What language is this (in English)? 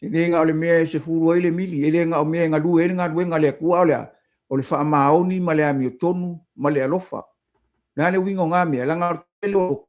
Samoan